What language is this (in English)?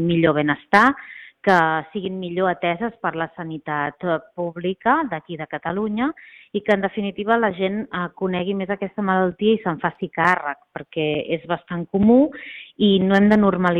Catalan